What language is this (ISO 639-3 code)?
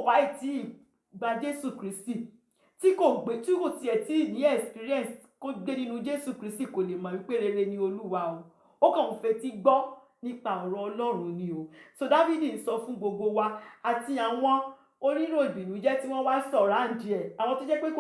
yor